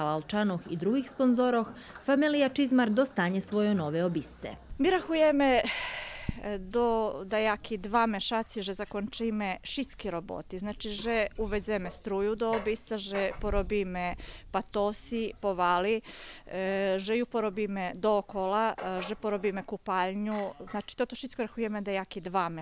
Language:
Rusyn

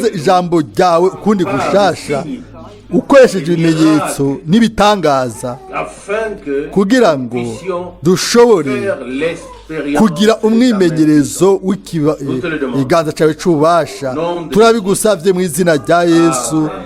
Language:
Rundi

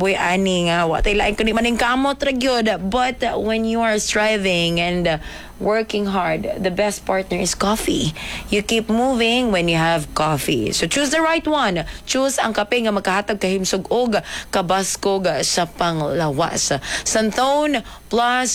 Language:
Cebuano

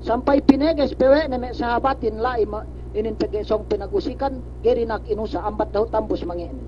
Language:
Yakan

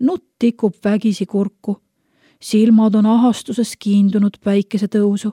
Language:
Estonian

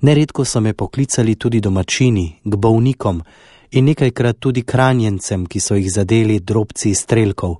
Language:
Slovenian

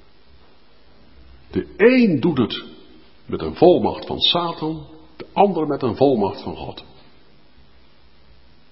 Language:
Dutch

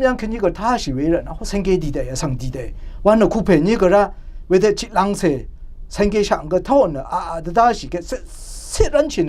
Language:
Rawang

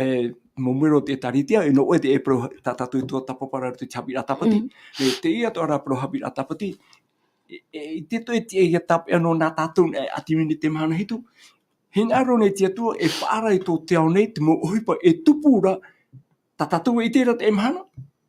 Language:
Tahitian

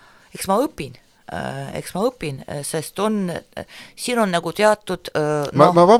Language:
Estonian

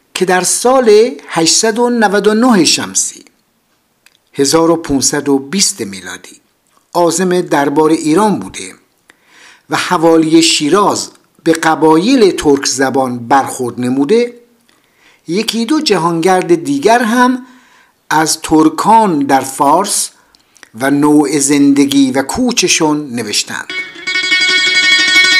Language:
Persian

